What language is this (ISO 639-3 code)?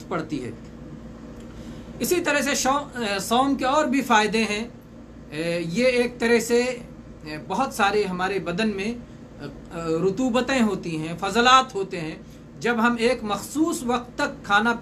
urd